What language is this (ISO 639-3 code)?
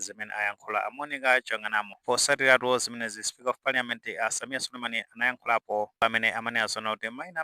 nya